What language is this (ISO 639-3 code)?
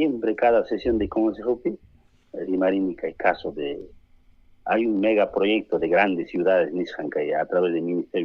quy